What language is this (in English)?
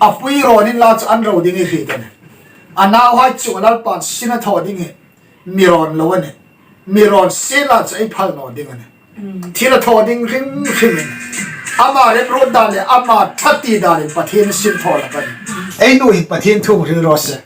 Hmar